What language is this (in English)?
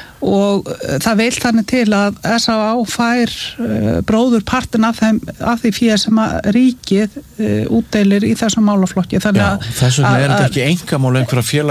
Icelandic